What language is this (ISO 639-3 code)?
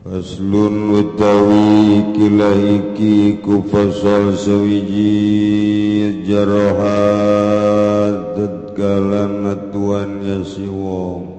sun